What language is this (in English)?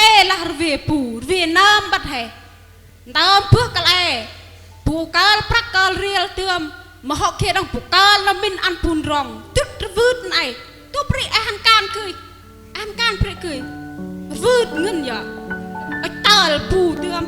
Central Mnong